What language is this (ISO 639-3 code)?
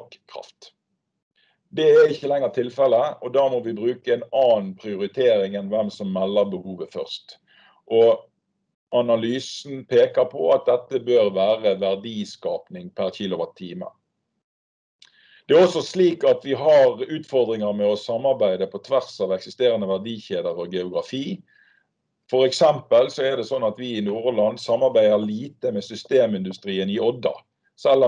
nor